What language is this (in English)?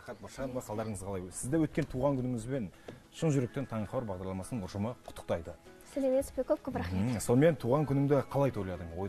Kazakh